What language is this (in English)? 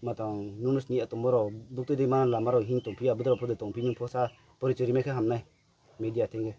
Riang (India)